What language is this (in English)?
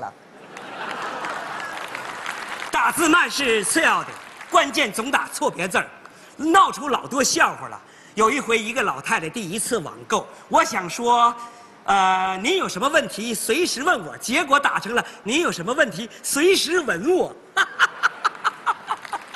Chinese